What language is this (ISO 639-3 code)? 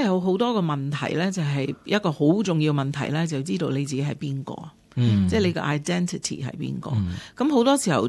yue